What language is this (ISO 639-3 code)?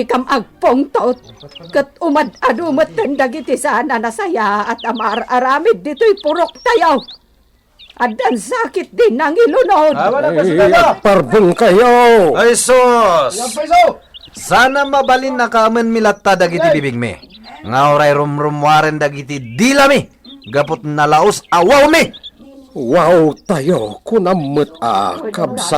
ilo